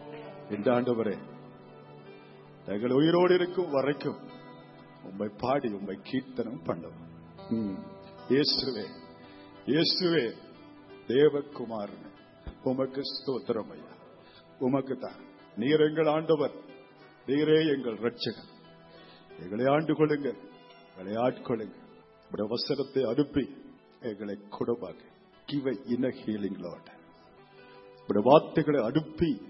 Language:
Tamil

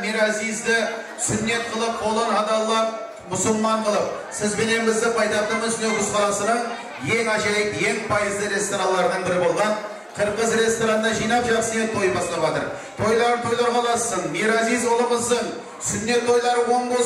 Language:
Kara-Kalpak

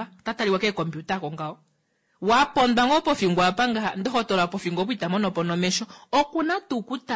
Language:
Kuanyama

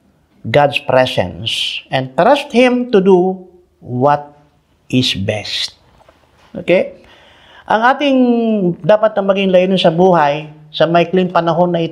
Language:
Filipino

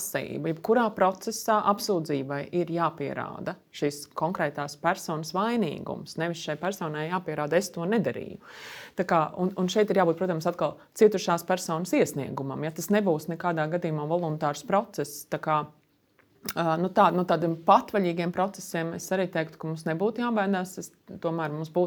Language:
Latvian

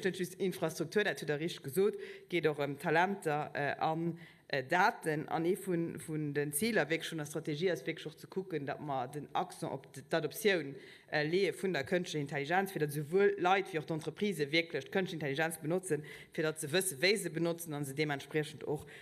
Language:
Luxembourgish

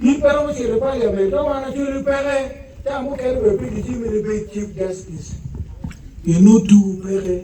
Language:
Acoli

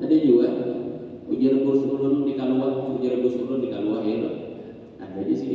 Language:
Banjar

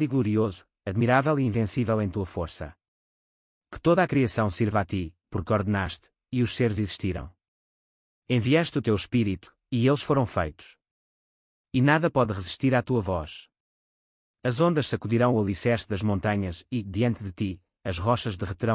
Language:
Portuguese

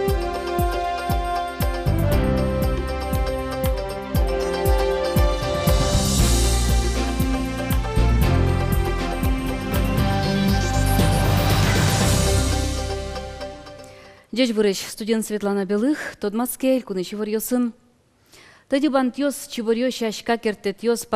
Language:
Udmurt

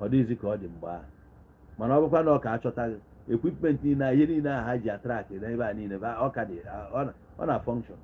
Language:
Igbo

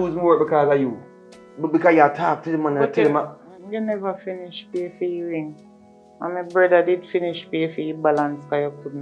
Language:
Jamaican Creole English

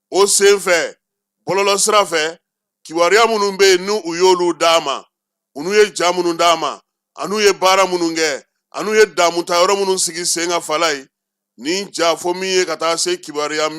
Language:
Bambara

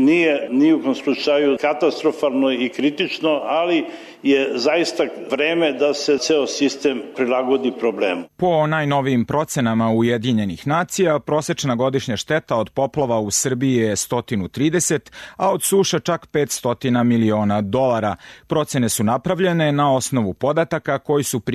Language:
Serbian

